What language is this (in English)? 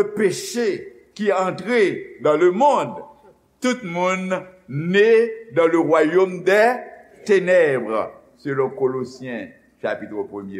Haitian Creole